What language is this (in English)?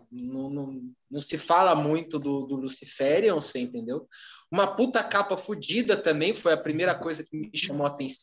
Portuguese